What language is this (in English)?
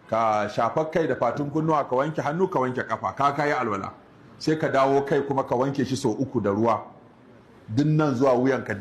Hausa